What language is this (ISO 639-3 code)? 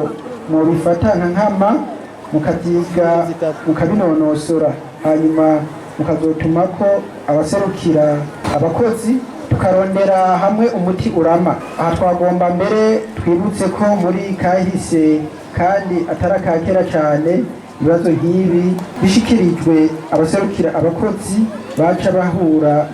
run